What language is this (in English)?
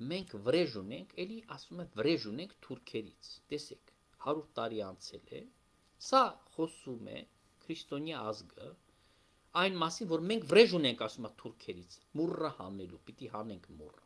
Armenian